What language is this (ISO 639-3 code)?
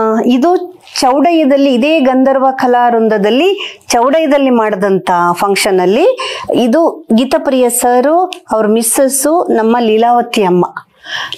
kan